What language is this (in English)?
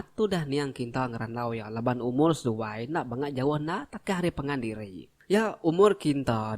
Iban